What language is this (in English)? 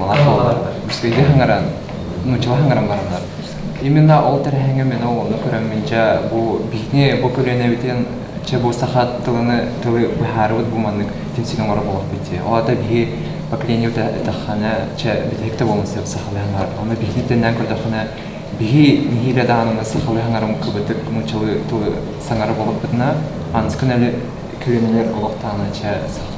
Yakut